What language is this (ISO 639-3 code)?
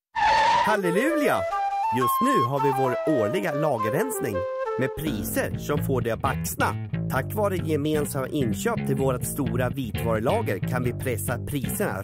swe